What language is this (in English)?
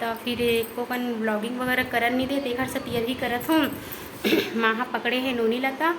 Chhattisgarhi